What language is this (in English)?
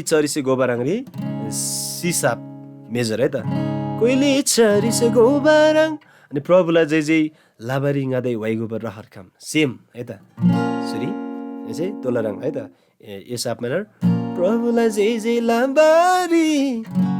Eastern Tamang